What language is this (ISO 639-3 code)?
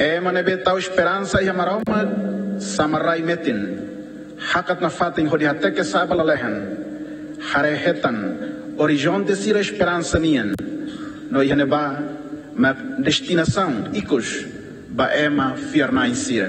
tet